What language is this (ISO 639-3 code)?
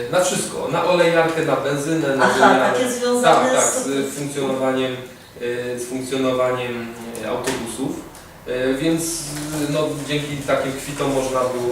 szl